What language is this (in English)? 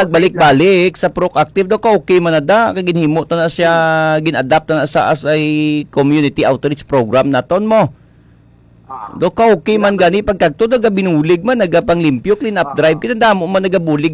Hiligaynon